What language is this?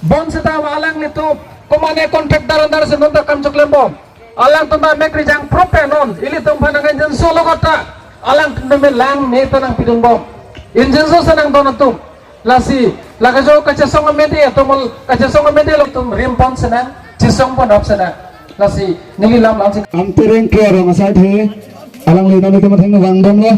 Karbi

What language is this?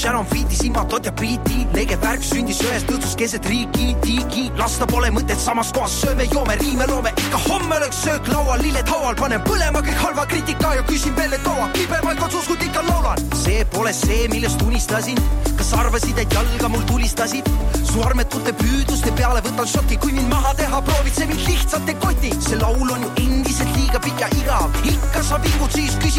Estonian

